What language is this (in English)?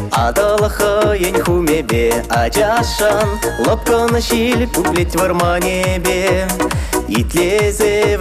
Chuvash